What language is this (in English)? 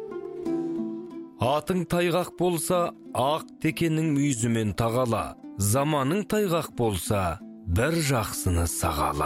Kazakh